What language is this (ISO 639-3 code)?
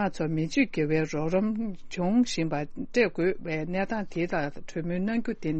bod